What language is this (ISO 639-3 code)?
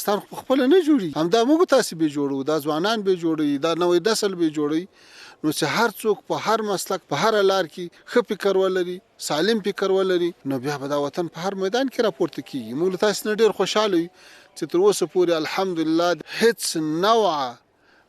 pus